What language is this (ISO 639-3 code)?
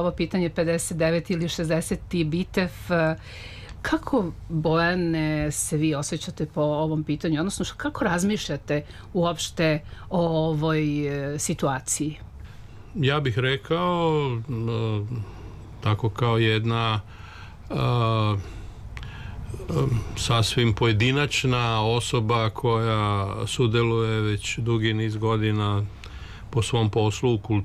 srp